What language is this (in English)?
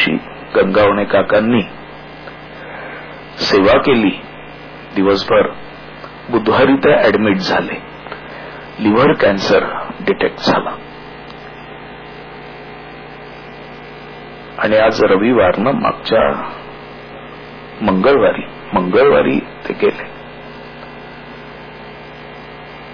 Marathi